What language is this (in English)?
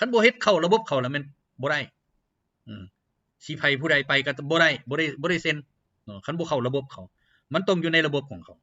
Lao